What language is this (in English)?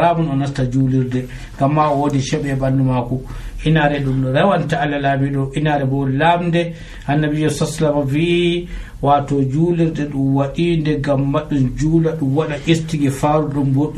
Nigerian Fulfulde